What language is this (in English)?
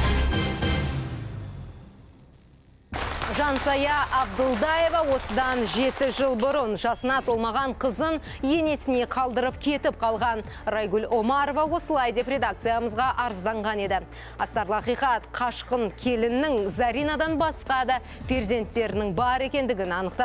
Kazakh